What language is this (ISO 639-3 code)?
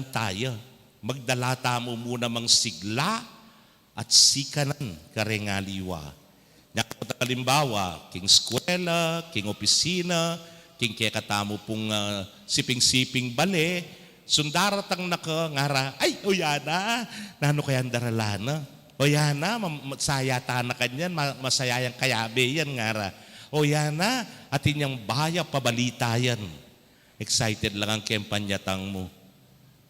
pam